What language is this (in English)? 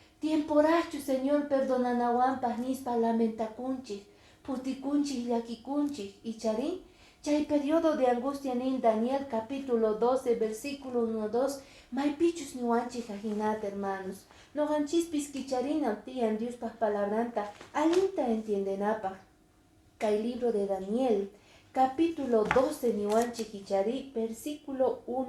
Quechua